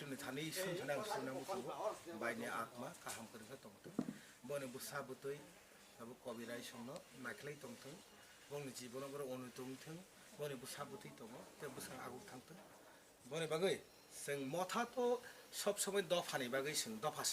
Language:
Kok Borok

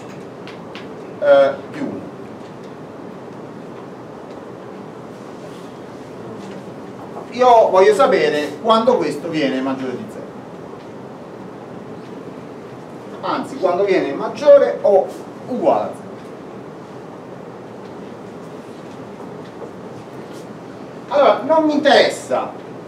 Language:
Italian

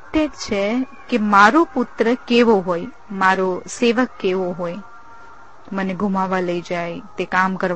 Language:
Gujarati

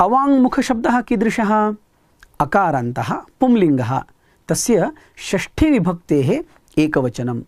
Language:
Sanskrit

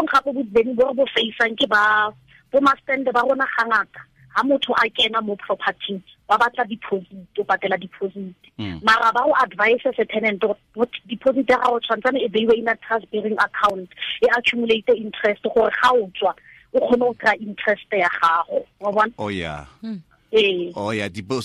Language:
Tswana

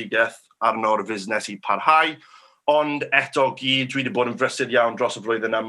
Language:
Welsh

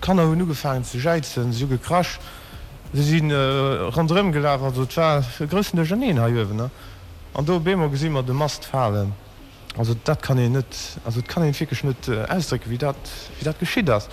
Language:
Luxembourgish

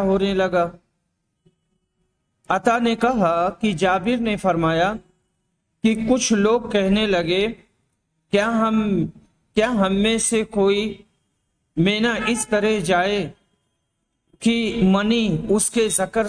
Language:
Urdu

